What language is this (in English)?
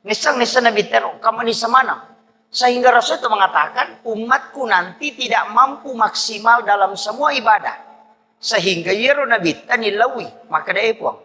Buginese